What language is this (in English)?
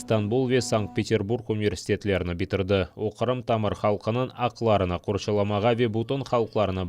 Crimean Tatar